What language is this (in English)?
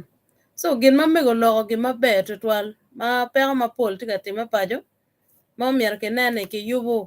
Acoli